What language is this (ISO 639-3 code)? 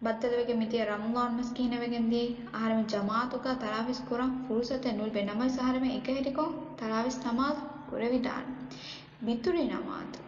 div